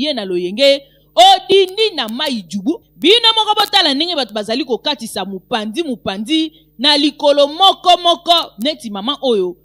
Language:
Lingala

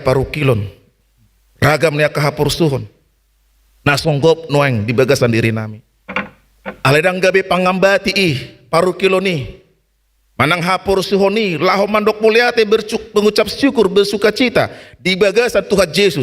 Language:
Batak Toba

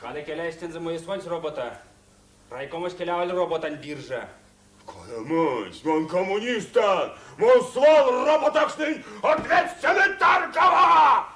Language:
Erzya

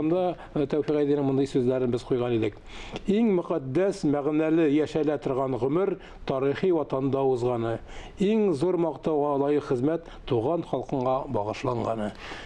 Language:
Tatar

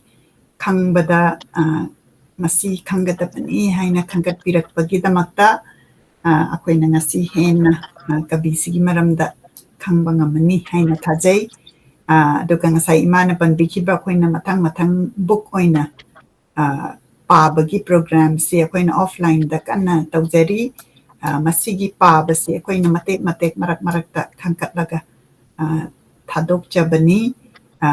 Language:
Manipuri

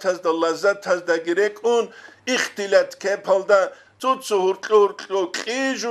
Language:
Avaric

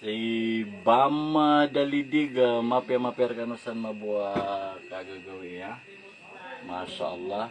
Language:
Maranao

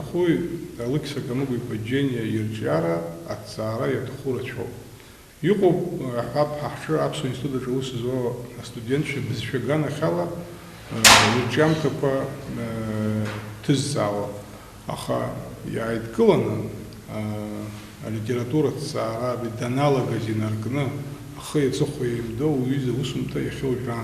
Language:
Abkhazian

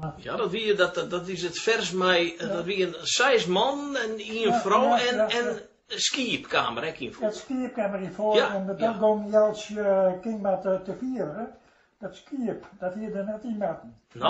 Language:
Western Frisian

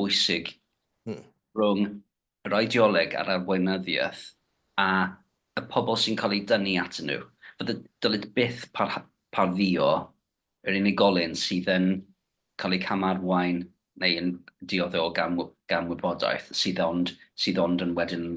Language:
Welsh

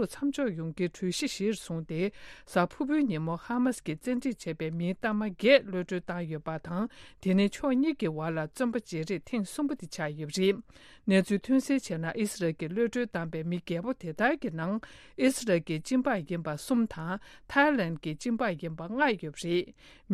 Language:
Tibetan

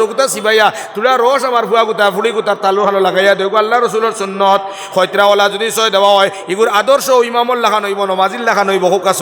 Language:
Sylheti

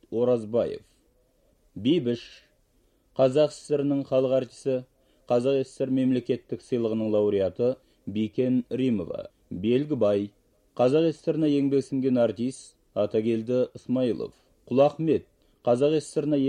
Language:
Kazakh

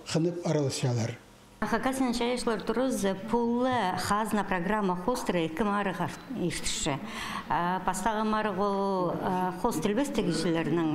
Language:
Khakas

